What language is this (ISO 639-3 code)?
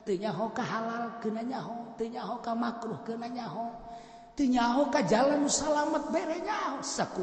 sun